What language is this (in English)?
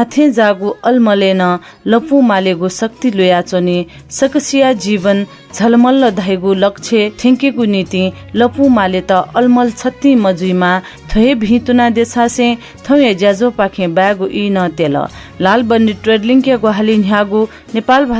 Newari